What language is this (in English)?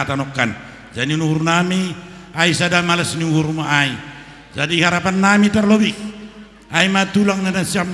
Batak Simalungun